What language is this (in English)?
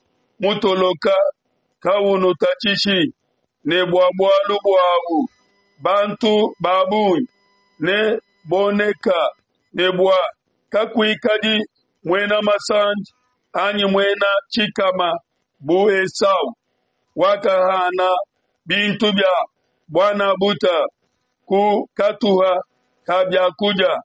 Luba-Lulua